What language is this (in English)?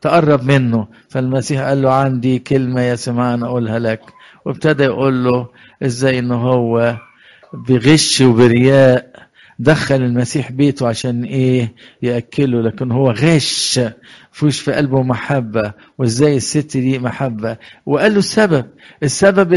Egyptian Arabic